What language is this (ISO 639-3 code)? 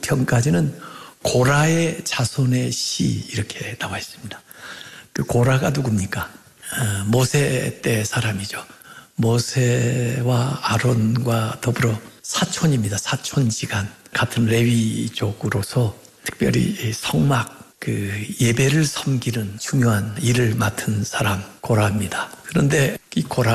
kor